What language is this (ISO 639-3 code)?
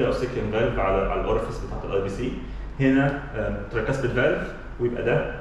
arz